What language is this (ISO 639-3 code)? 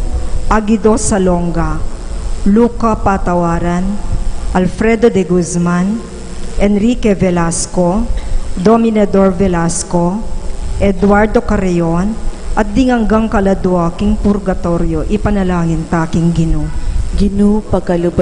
pam